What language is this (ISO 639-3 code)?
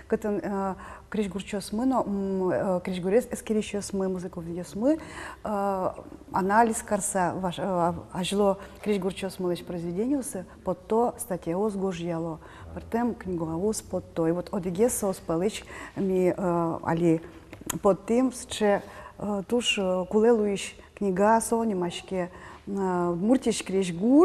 udm